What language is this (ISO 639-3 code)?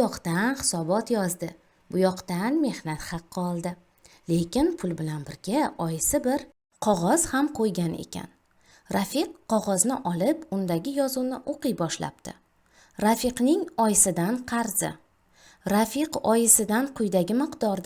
uzb